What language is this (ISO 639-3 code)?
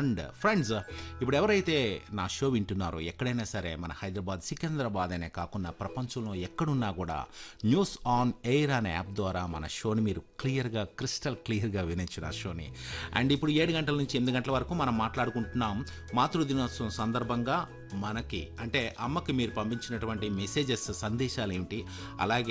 tel